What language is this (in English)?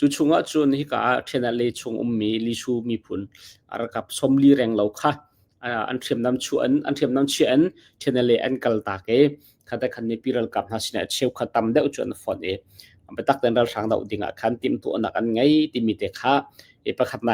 Hakha Chin